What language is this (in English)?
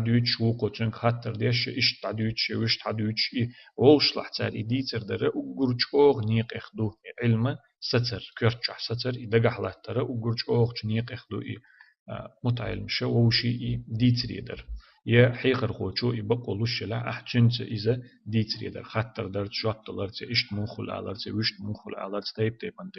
Chechen